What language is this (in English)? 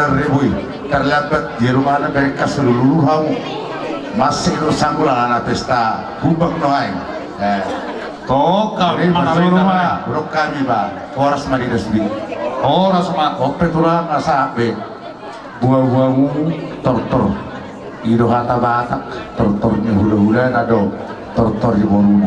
Batak Toba